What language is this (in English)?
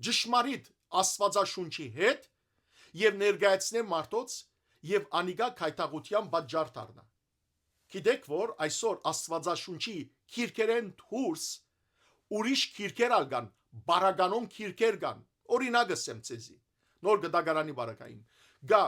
Western Armenian